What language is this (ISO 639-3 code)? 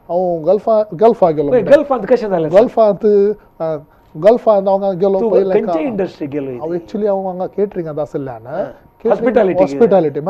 kok